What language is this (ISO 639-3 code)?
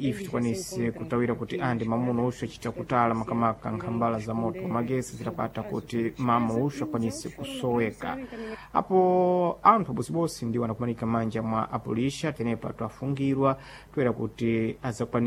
seh